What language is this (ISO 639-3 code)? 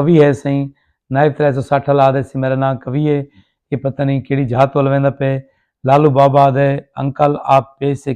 skr